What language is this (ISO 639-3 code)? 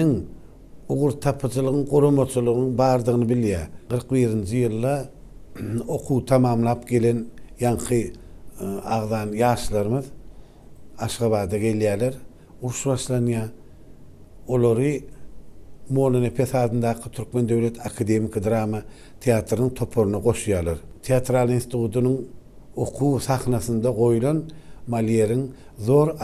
tuk